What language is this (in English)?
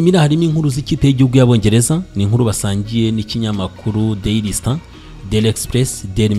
Kinyarwanda